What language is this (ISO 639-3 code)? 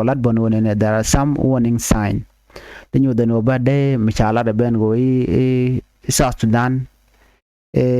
nus